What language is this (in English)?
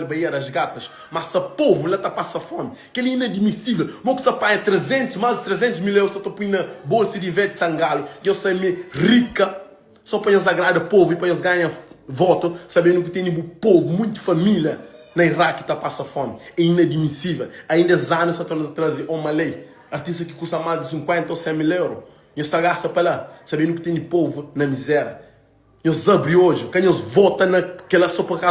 Kabuverdianu